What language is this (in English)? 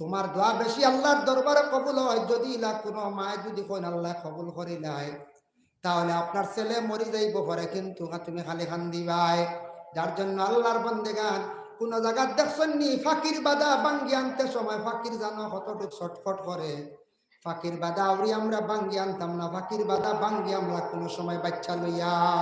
Sylheti